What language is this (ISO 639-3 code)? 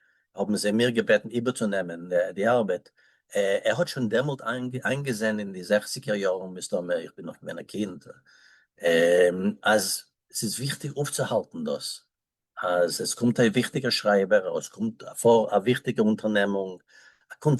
yid